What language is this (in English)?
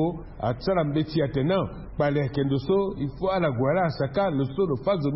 Sango